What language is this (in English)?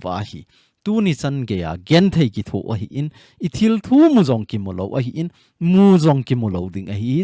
Thado Chin